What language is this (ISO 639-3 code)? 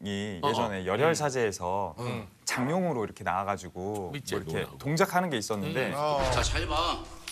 kor